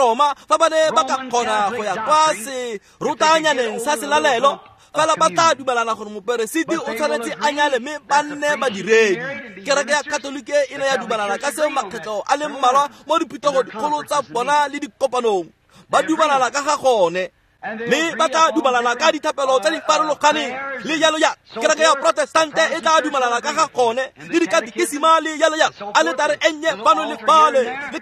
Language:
Tswana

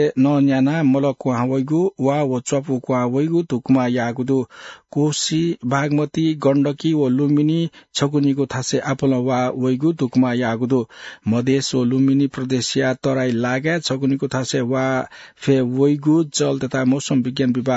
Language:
Newari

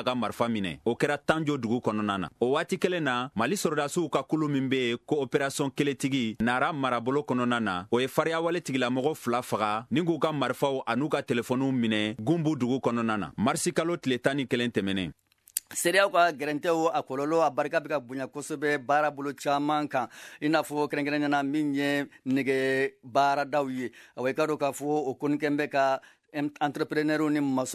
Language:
Bambara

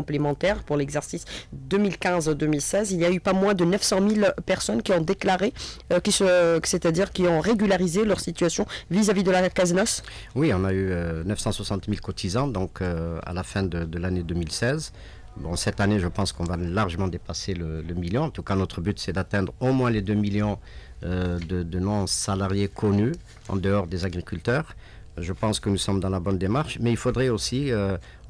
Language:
French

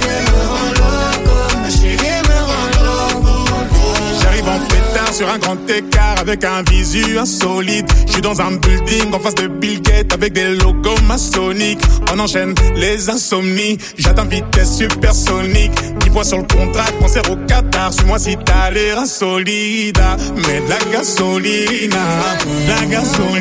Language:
French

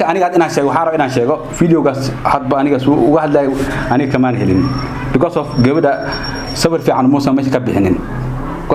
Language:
Somali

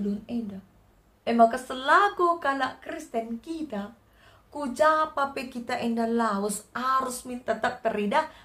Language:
Batak Karo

